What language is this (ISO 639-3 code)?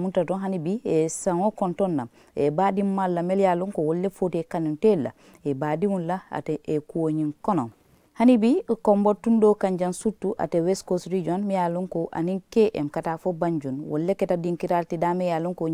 man